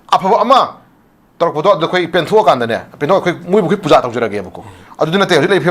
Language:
Manipuri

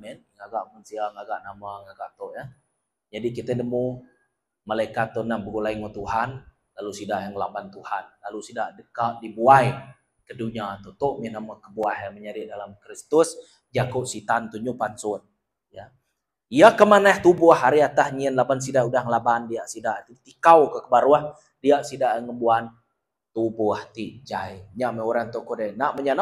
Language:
Iban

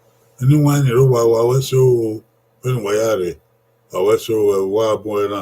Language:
Bini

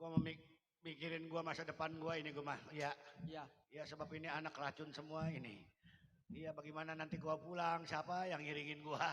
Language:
Betawi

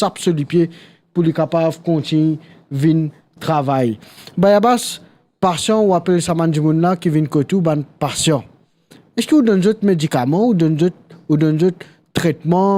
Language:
Morisyen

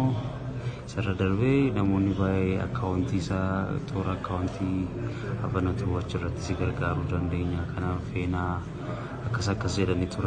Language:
Oromo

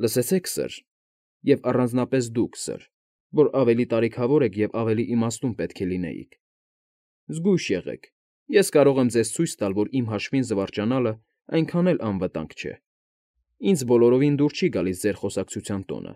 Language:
Armenian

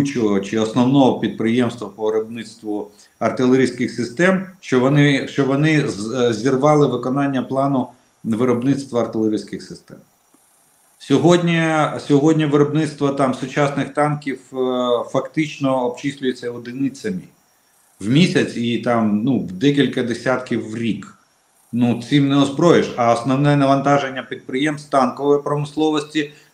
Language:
Ukrainian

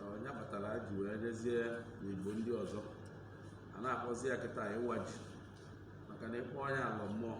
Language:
Igbo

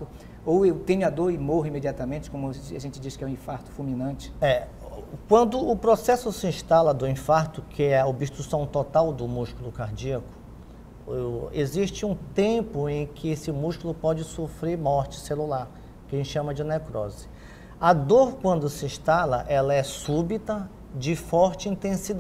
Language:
Portuguese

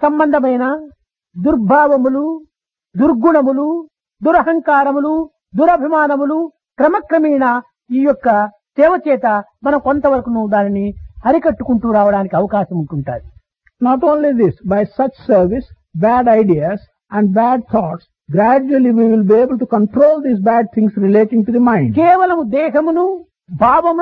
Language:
Telugu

